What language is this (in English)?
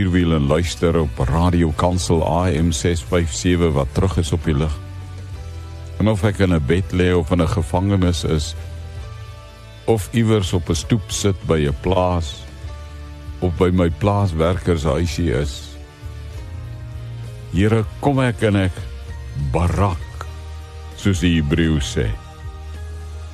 Afrikaans